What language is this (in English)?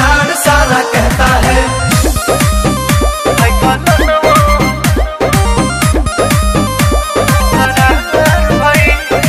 Bhojpuri